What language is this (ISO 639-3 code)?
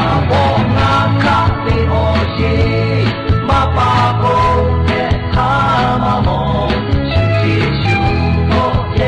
lhu